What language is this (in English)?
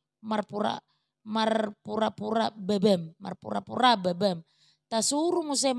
Batak Toba